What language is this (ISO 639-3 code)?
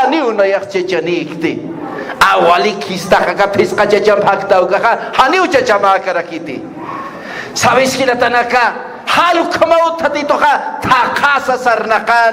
aym